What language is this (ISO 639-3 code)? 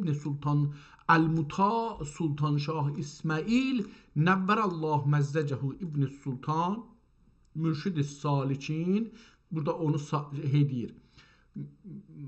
azb